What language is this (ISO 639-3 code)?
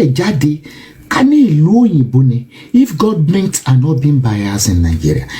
yor